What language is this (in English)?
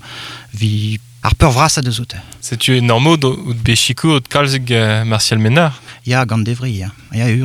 Breton